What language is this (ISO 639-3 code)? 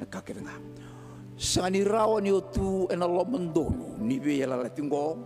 fij